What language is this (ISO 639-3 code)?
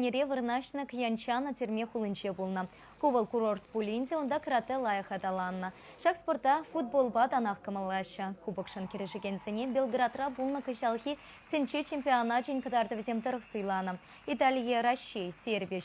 chv